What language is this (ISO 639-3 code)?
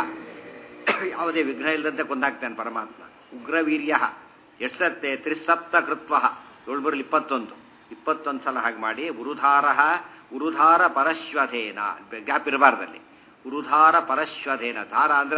kan